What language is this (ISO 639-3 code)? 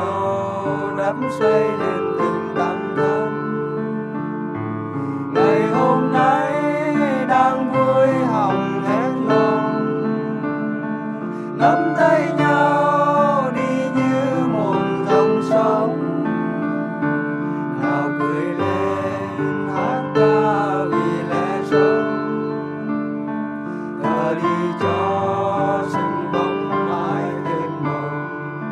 vie